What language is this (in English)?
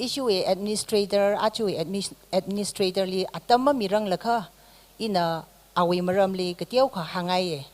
Tangkhul Naga (India)